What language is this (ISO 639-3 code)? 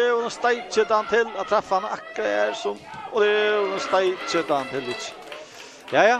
fao